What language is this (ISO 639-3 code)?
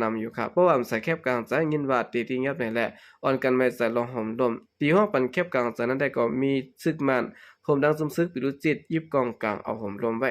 shn